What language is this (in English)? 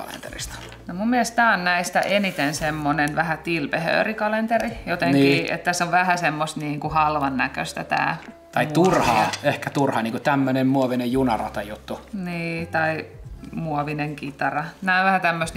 Finnish